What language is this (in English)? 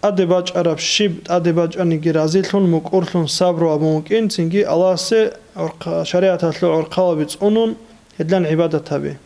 Avaric